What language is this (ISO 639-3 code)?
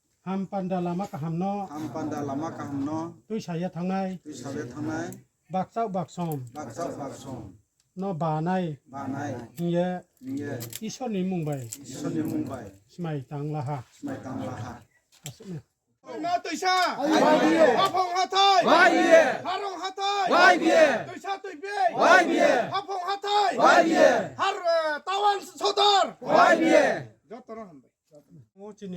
ria